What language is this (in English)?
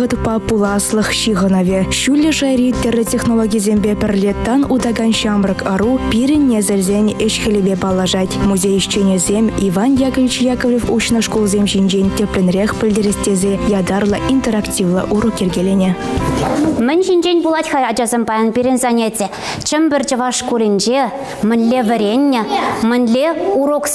Chuvash